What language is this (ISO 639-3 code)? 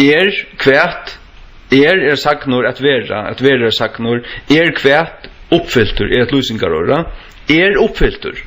fao